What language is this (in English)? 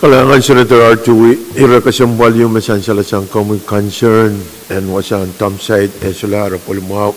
Pohnpeian